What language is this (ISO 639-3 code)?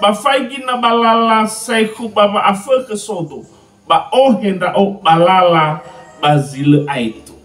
nia